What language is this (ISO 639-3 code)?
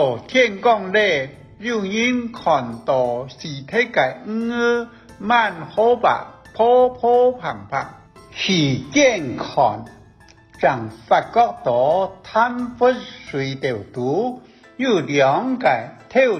hak